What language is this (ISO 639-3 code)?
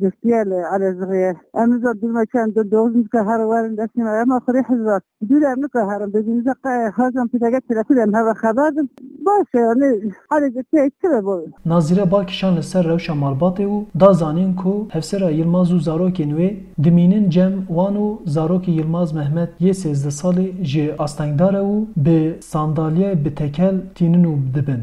kur